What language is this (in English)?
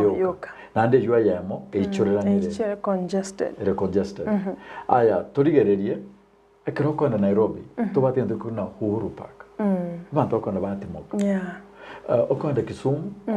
Gusii